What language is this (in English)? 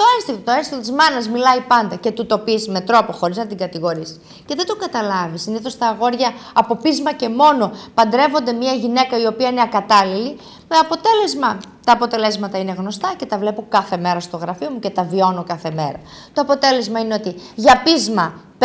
Greek